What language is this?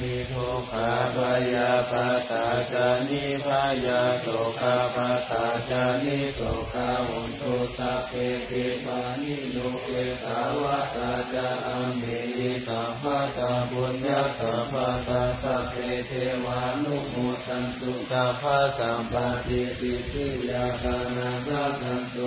Pali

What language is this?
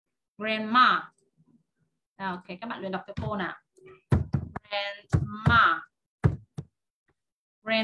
Vietnamese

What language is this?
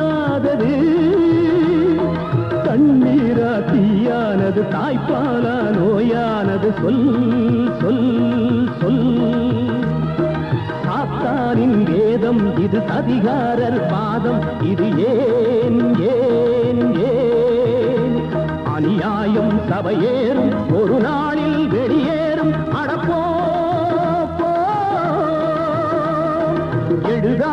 Tamil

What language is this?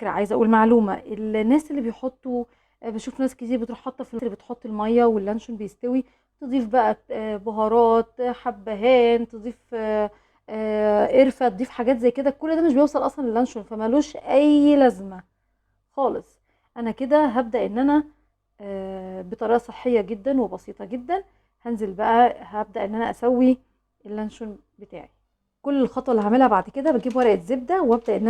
Egyptian Arabic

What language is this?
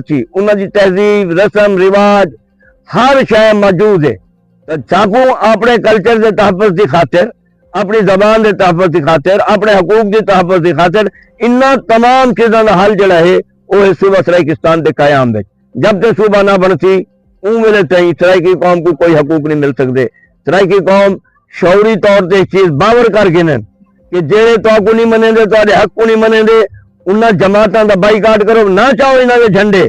Saraiki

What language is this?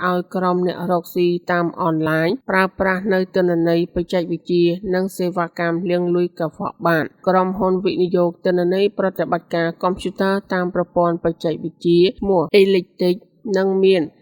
Khmer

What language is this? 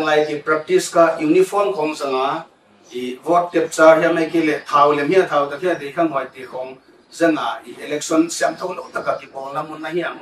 Paite Chin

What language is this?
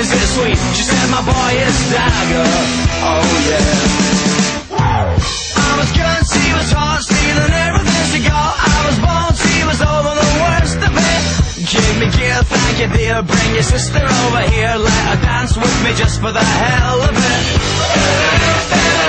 English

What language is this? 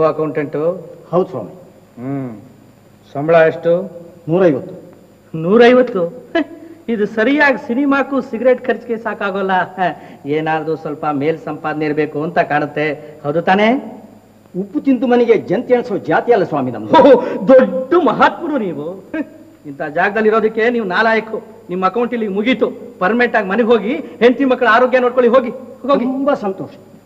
Kannada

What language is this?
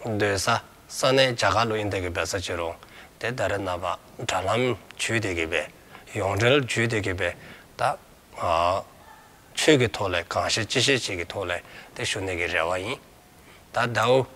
Dzongkha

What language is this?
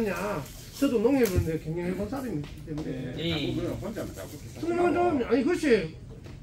Korean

